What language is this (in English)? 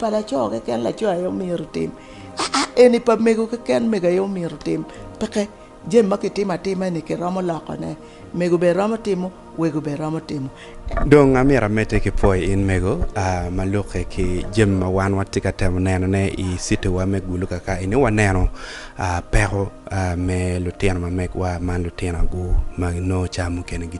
Acoli